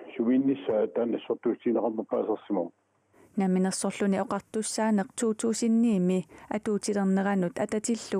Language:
Kalaallisut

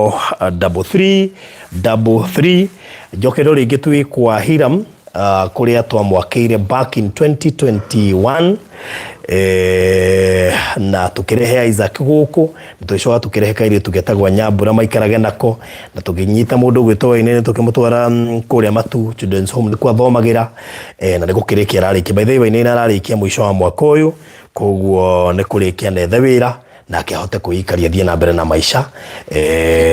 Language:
Kikuyu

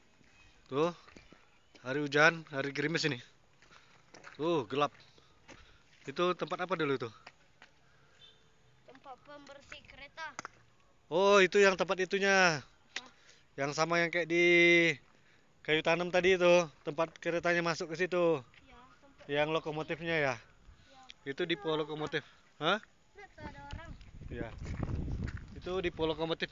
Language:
Indonesian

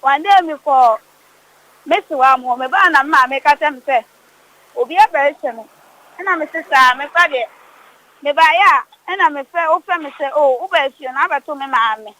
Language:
Akan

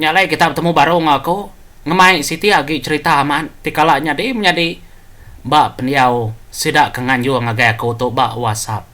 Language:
Iban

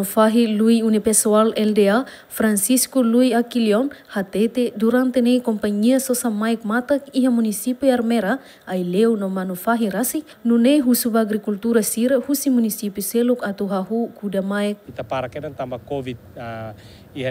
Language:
Tetum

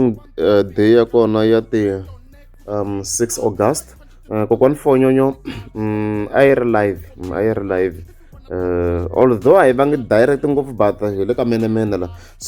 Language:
Tsonga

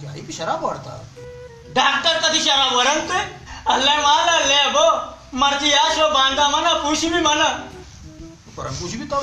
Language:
Baluchi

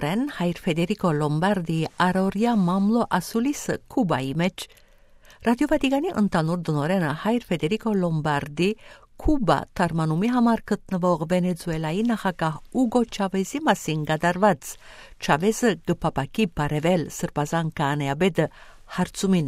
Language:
Western Armenian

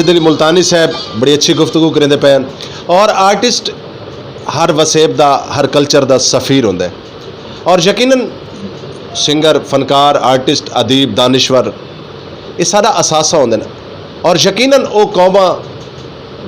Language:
Saraiki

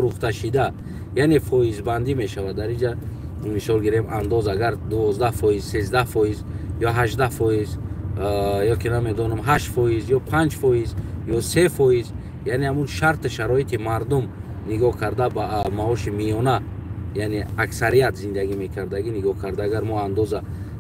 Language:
Tajik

